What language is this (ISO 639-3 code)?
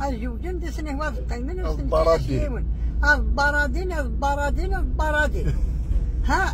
kab